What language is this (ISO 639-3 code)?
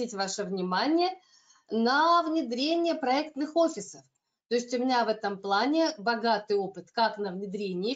rus